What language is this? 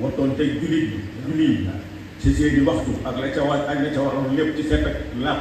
Wolof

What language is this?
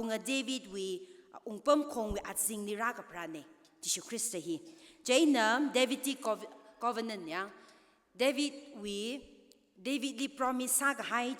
Tangkhul Naga (India)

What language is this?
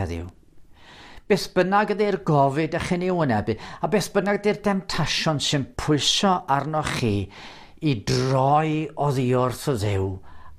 Welsh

